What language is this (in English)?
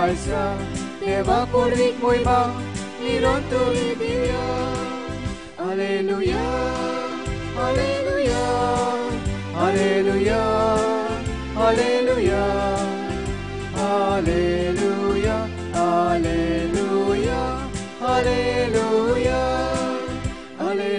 Konkani